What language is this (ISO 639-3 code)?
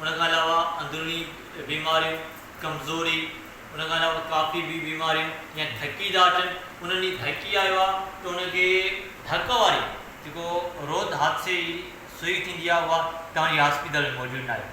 snd